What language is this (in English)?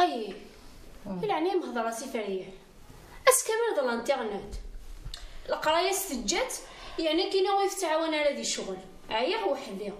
Kabyle